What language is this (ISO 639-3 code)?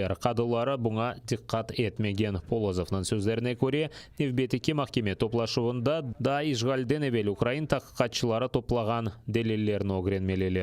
crh